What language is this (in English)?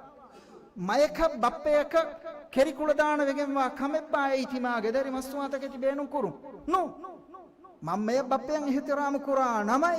Divehi